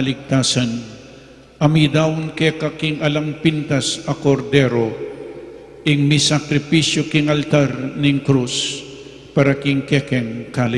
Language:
Pampanga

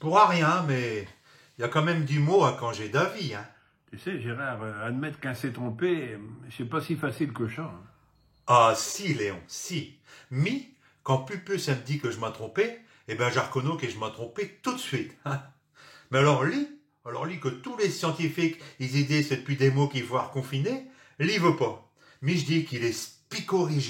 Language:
Picard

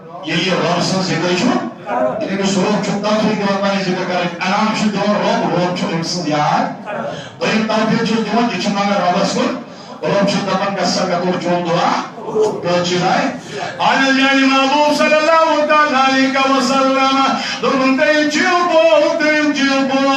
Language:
Kashmiri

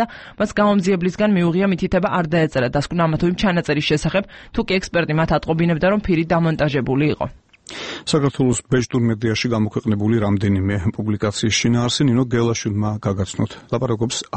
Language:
Georgian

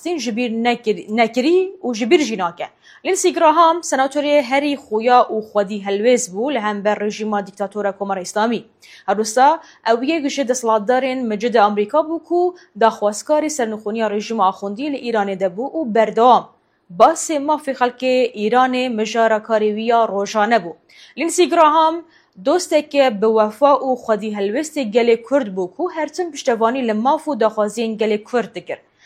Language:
Kurdish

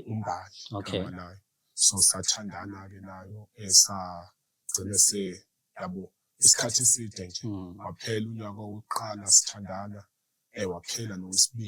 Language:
Zulu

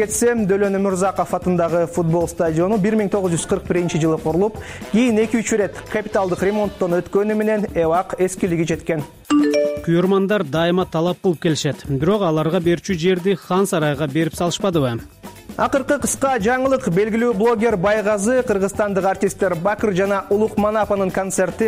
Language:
Kyrgyz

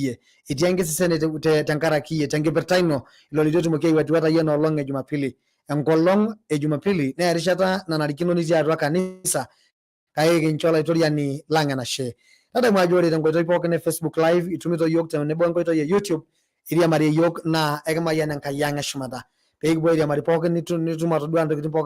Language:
Masai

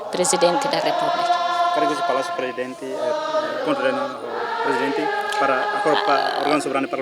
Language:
Tetum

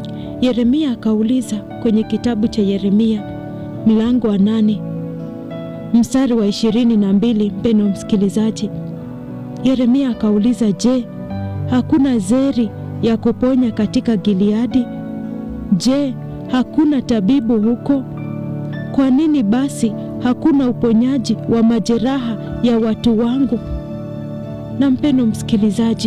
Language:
Swahili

